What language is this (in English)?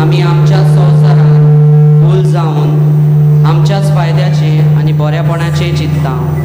Konkani